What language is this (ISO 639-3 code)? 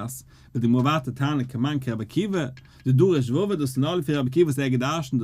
yid